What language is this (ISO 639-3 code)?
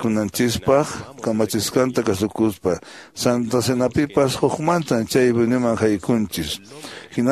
que